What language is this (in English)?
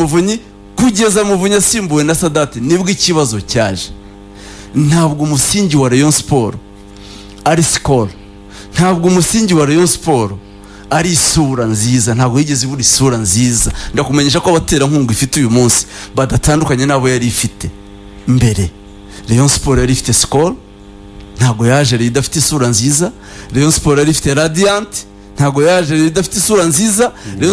Kinyarwanda